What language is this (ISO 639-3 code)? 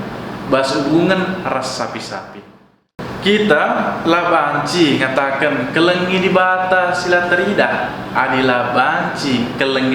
btx